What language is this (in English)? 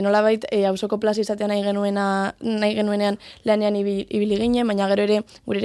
Basque